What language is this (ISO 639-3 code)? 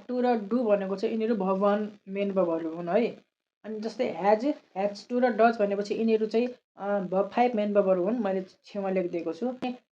nep